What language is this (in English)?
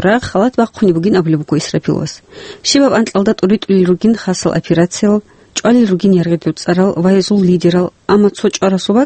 Avaric